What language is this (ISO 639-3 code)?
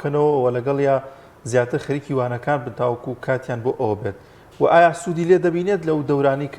ckb